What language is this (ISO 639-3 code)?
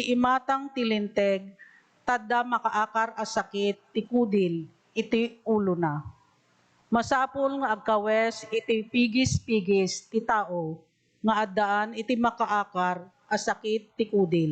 ilo